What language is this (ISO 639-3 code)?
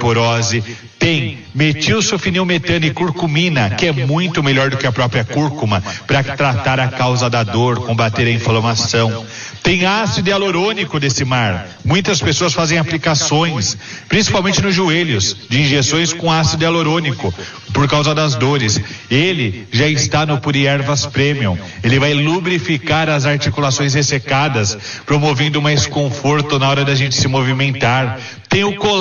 por